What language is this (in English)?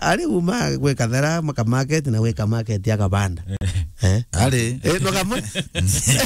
Meru